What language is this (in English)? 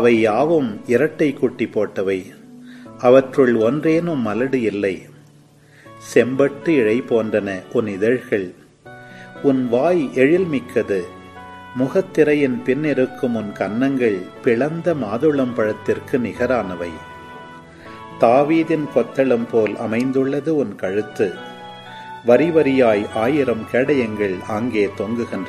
Tamil